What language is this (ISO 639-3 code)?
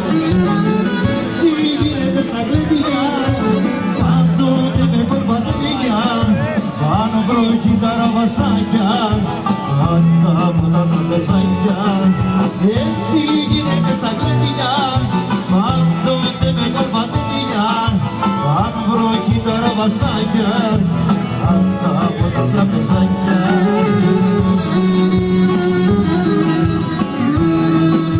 ell